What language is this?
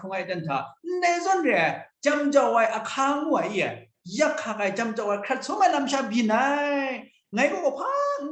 Kachin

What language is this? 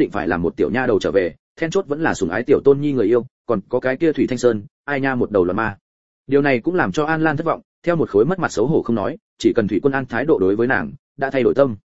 Vietnamese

